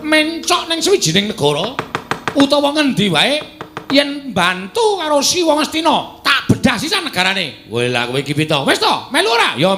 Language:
Javanese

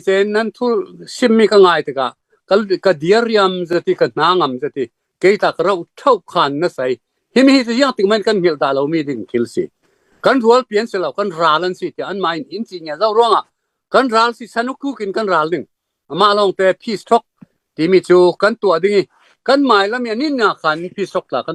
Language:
Falam Chin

